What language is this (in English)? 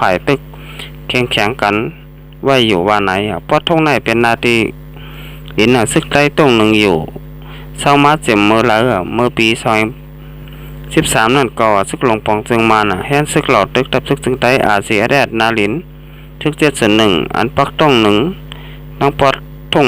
Shan